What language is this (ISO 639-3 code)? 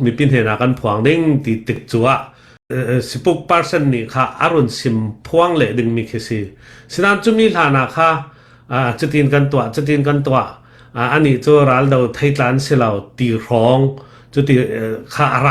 cfm